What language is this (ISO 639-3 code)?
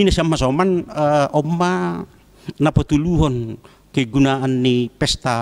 bts